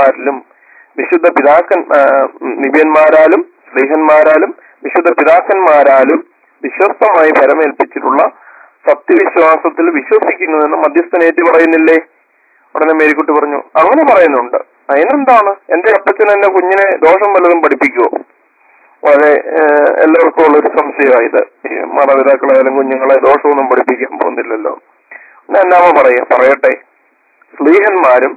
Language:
Malayalam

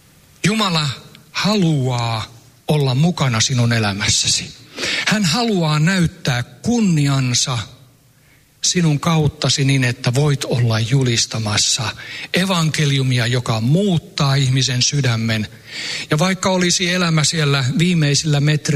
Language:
Finnish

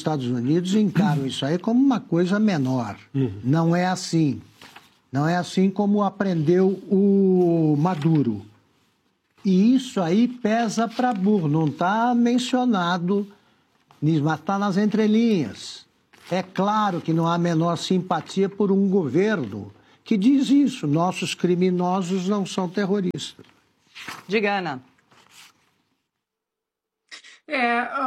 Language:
Portuguese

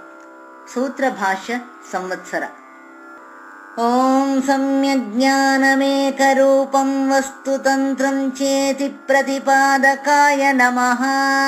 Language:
Kannada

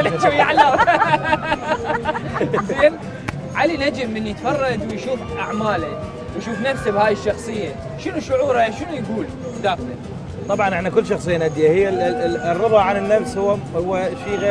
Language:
Mesopotamian Arabic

